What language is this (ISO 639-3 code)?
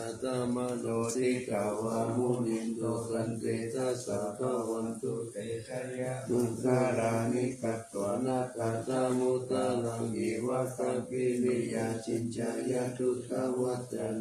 pli